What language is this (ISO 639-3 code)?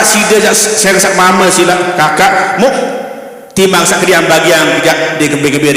sas